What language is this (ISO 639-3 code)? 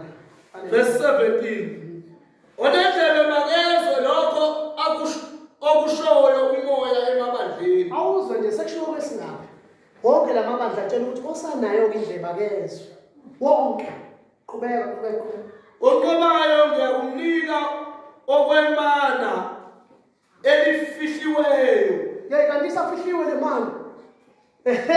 zul